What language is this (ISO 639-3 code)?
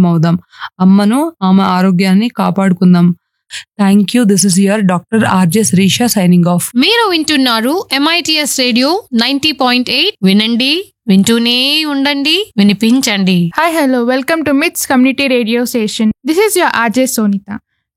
tel